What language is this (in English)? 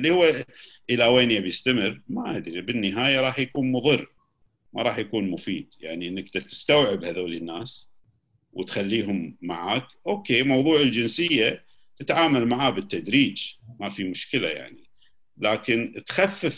Gulf Arabic